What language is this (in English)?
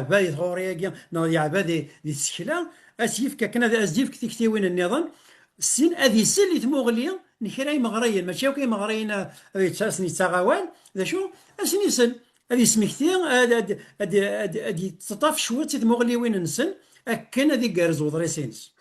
Kabyle